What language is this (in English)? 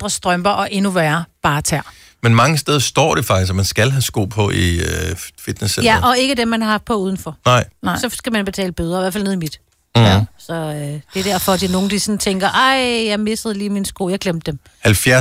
Danish